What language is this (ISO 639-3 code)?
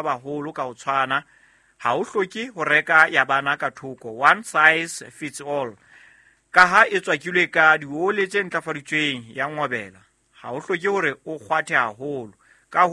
sot